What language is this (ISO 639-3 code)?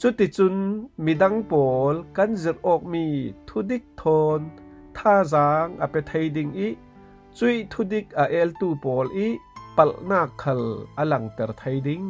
cfm